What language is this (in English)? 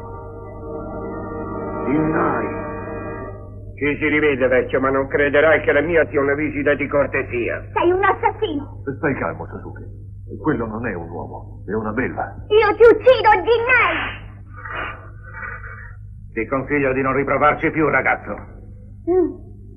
Italian